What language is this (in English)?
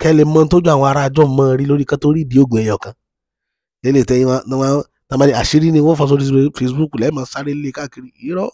Yoruba